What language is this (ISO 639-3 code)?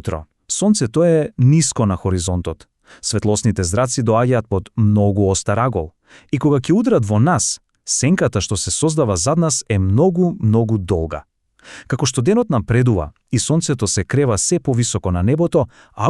mkd